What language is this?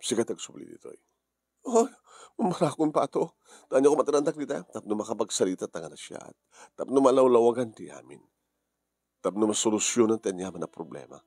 Iloko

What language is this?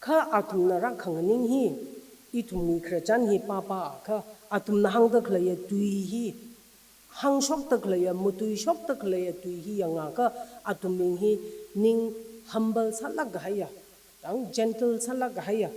Tangkhul Naga (India)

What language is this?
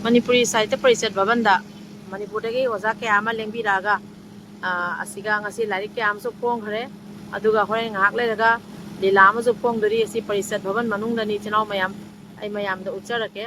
Manipuri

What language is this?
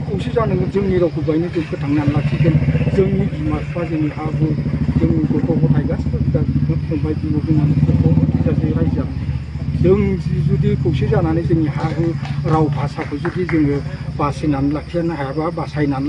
Bodo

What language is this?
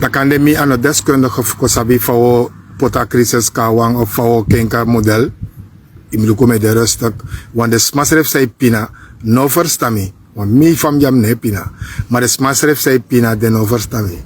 Sranan Tongo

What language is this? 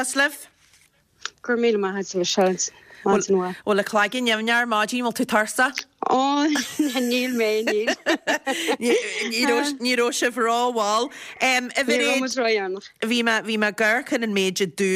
Irish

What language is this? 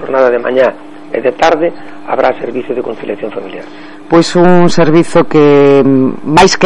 Galician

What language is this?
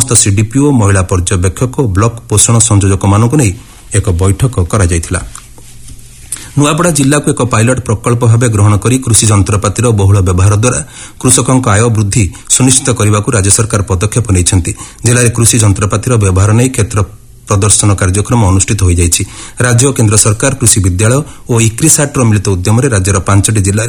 Odia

